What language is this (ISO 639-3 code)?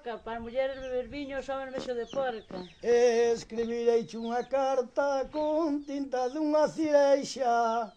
glg